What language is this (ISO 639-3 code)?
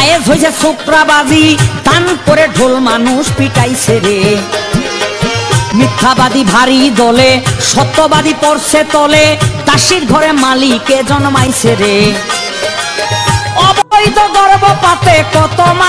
ben